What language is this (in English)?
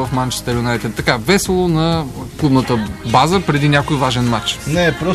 Bulgarian